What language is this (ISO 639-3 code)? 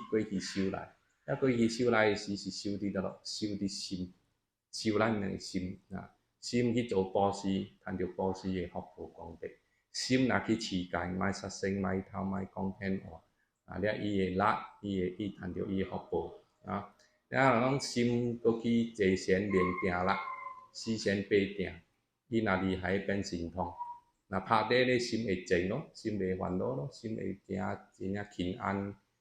nan